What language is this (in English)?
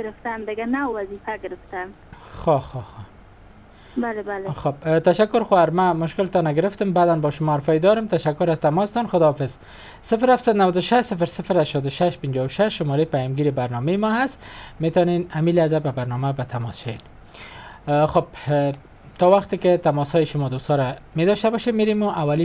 Persian